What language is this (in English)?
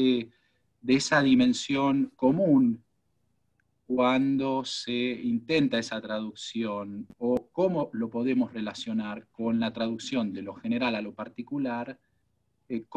Spanish